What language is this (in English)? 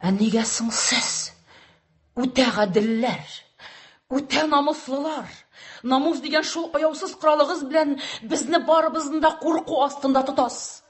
Tatar